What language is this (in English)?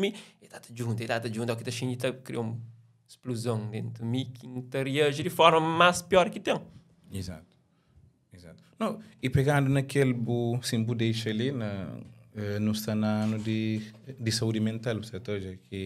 Kabuverdianu